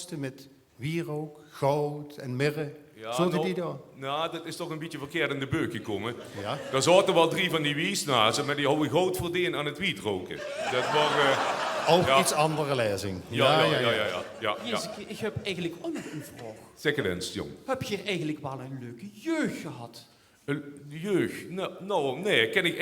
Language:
Limburgish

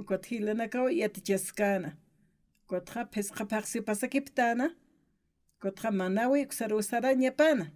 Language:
Aymara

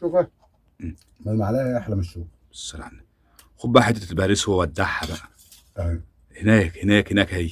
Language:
Egyptian Arabic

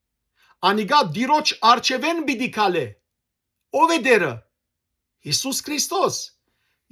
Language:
Western Armenian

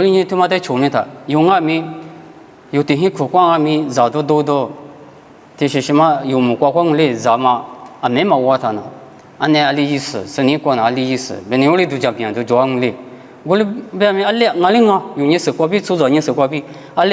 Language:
Lisu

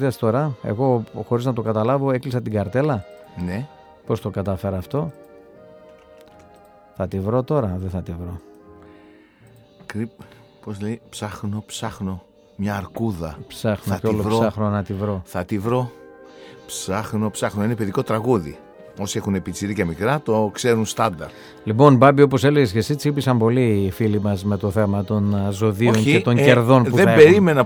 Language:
Greek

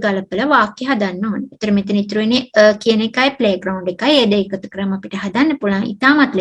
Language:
Sinhala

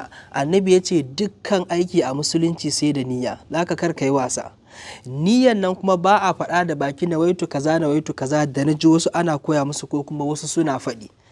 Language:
Hausa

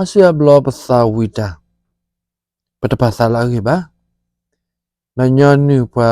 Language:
S'gaw Karen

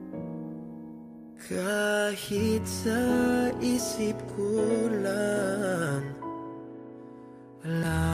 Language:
Filipino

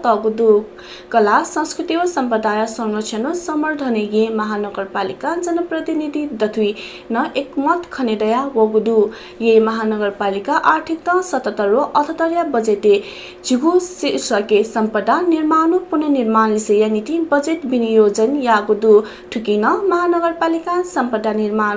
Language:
Newari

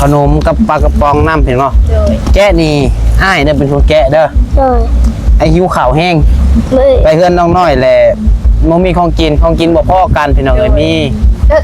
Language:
Northeastern Thai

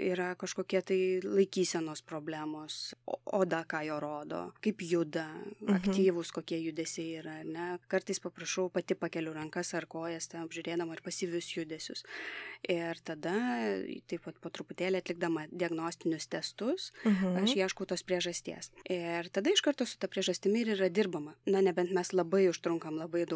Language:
Lithuanian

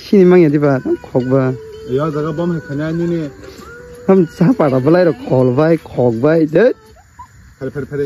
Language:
Kok Borok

